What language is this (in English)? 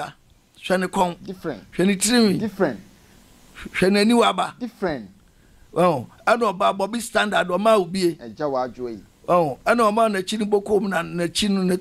Akan